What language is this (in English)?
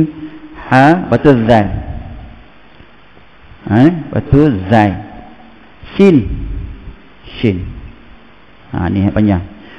Malay